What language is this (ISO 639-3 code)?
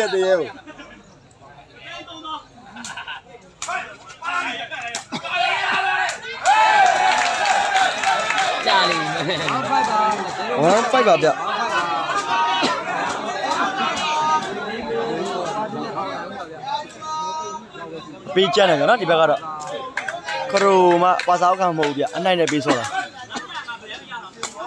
mya